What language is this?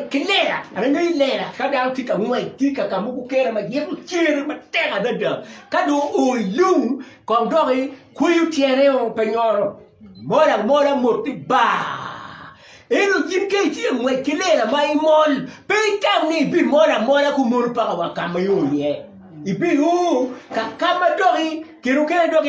Acoli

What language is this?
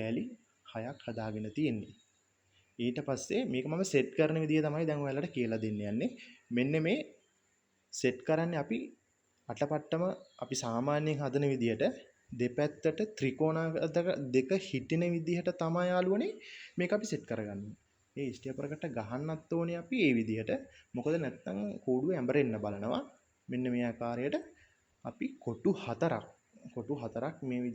Sinhala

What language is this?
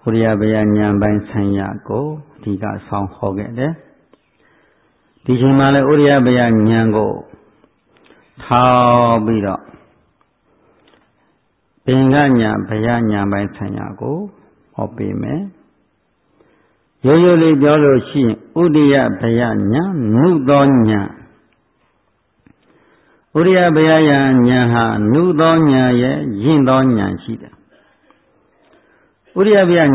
Burmese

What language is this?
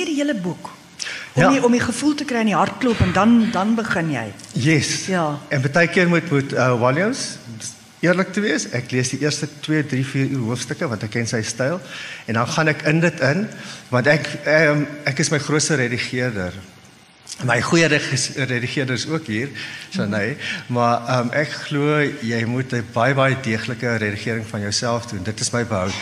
Afrikaans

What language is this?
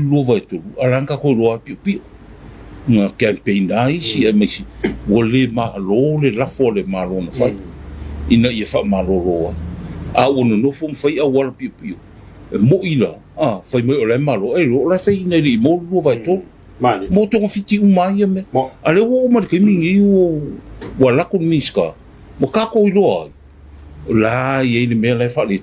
Samoan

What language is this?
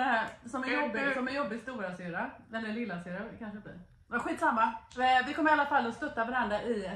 Swedish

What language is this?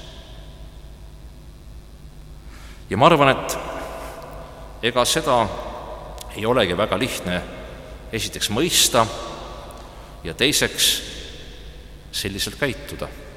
Estonian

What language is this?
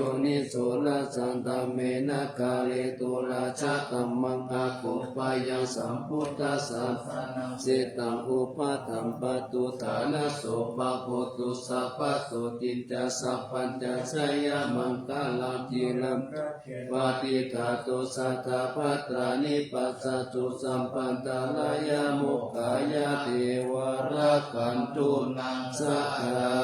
Pali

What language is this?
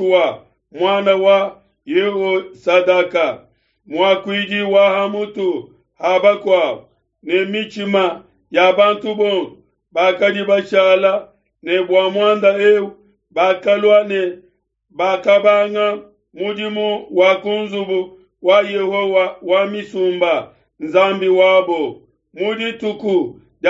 Luba-Lulua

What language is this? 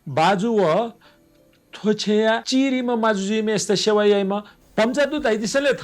Newari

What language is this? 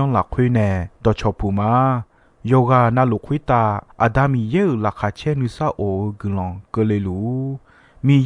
Akha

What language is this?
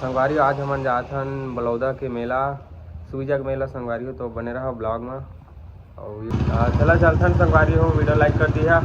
Chhattisgarhi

